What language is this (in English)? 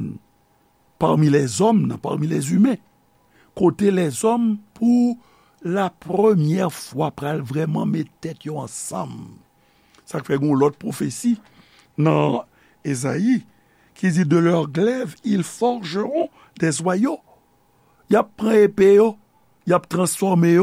Haitian Creole